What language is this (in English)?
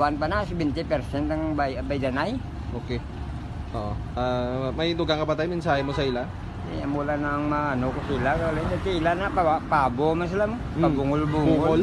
Hiligaynon